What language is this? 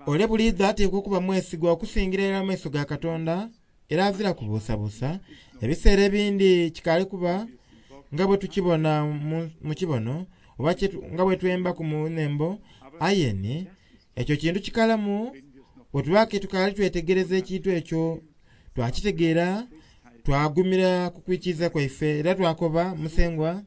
Soga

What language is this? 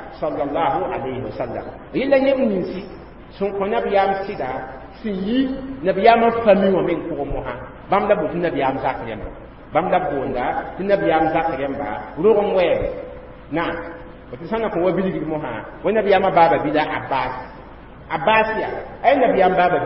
Mossi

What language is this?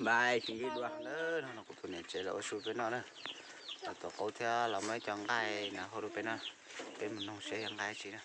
Hmong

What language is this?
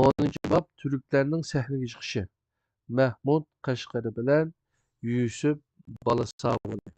Uyghur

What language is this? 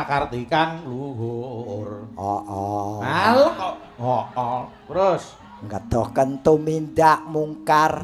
Javanese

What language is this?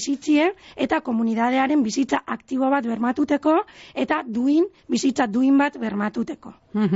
Basque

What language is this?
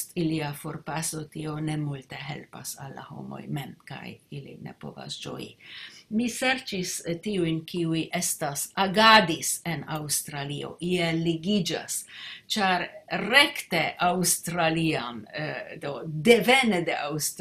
Esperanto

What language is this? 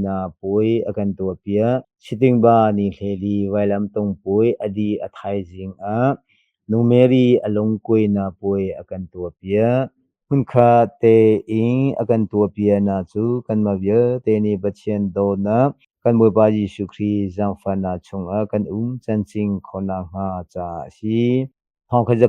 Hakha Chin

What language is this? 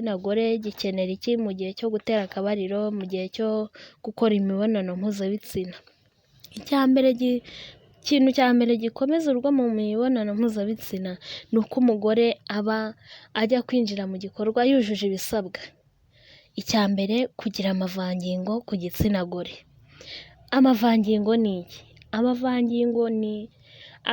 Kinyarwanda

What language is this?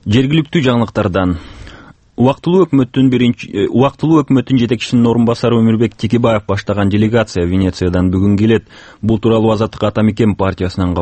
Kyrgyz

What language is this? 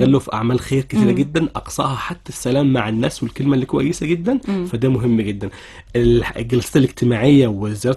Egyptian Arabic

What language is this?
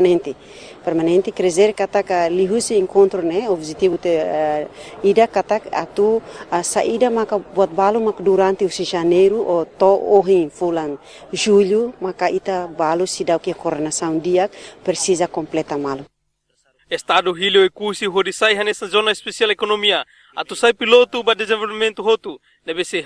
Tetum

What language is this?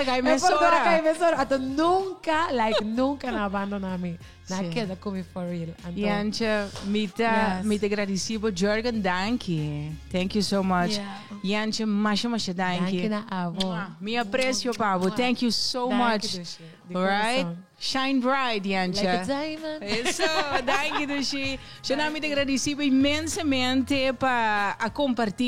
Papiamento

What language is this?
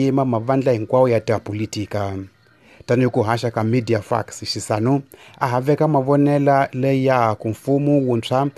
Tsonga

